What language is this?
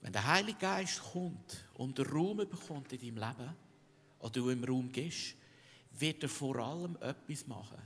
Swiss German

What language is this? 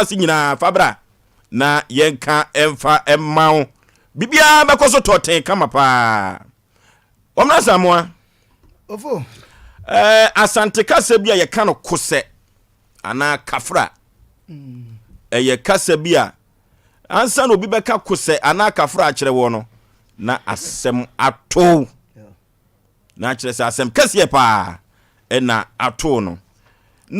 Akan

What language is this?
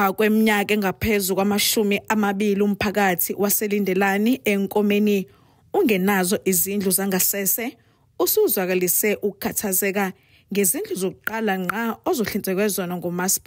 Zulu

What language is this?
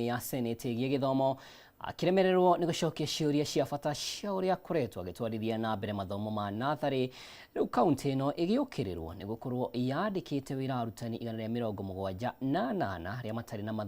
Kikuyu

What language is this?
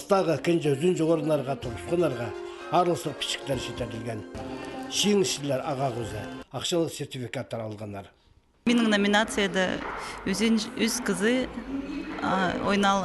Khakas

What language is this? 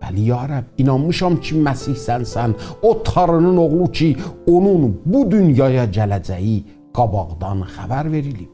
South Azerbaijani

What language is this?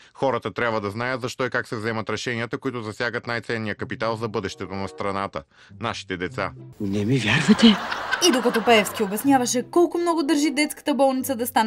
Bulgarian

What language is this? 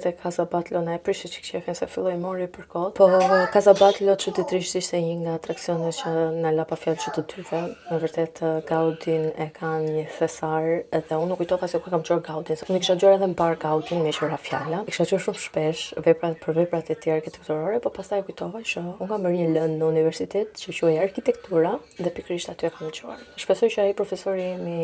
Albanian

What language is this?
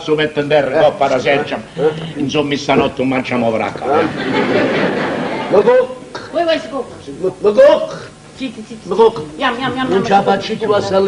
Neapolitan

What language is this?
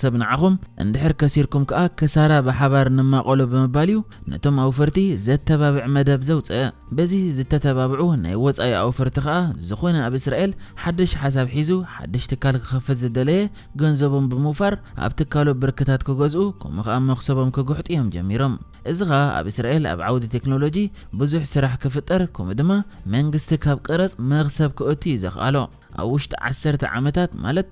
Tigrinya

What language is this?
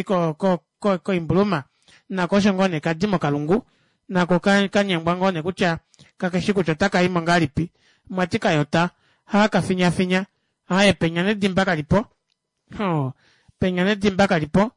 Kuanyama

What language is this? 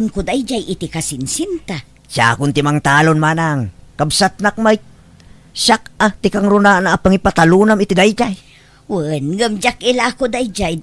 Iloko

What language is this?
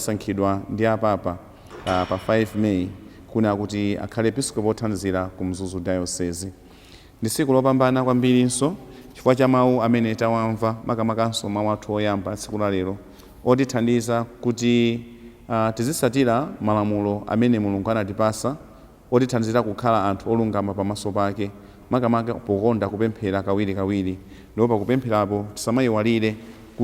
Nyanja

